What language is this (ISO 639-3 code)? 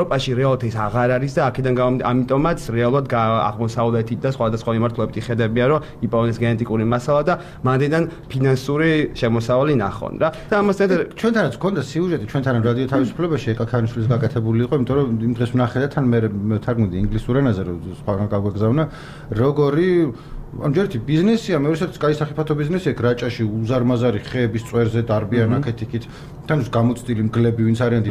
kat